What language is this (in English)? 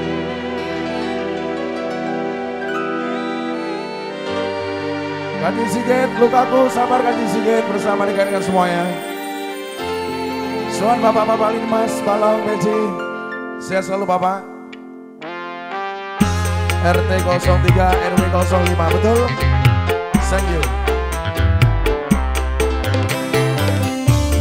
Indonesian